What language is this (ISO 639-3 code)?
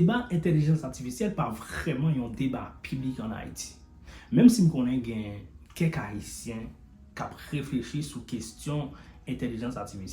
hat